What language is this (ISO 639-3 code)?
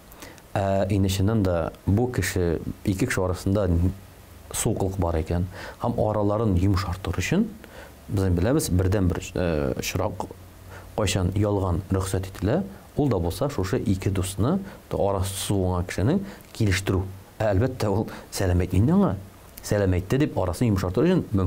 tat